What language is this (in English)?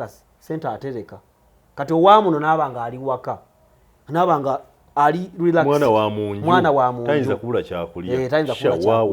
Ganda